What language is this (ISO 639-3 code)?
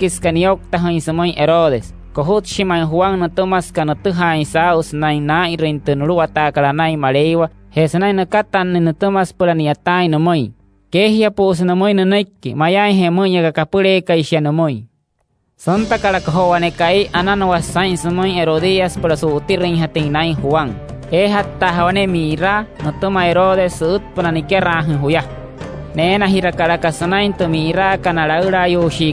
guc